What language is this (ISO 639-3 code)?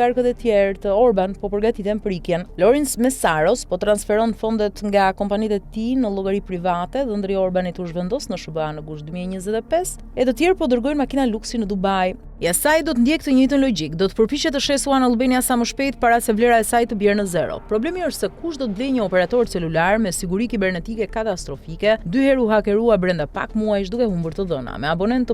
sqi